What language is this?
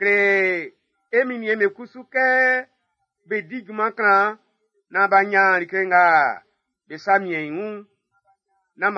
Baoulé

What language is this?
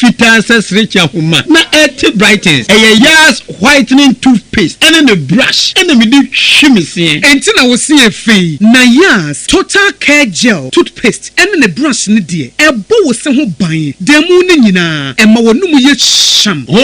Akan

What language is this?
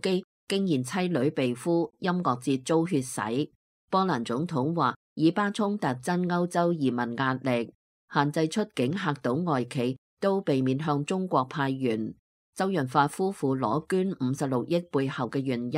Cantonese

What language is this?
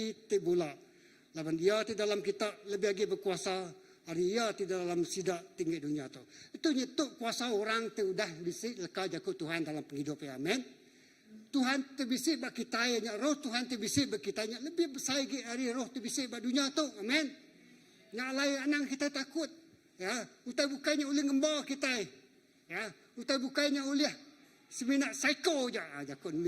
Iban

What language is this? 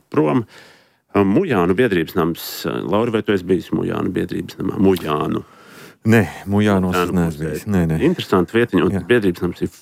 Latvian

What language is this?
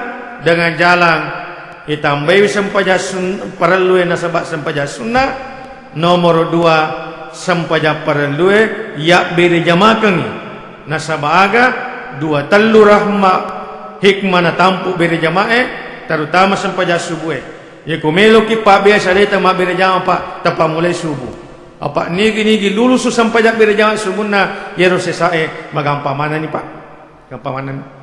Buginese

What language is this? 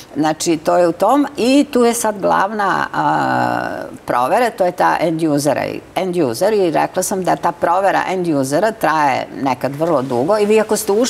Serbian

